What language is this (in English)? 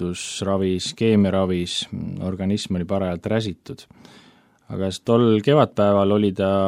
Estonian